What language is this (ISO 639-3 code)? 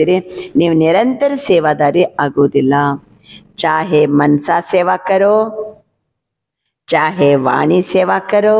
kan